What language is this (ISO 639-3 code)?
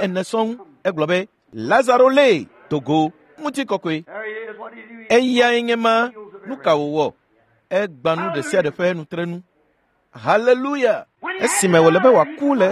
ewe